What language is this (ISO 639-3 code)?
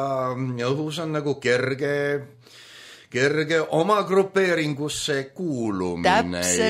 est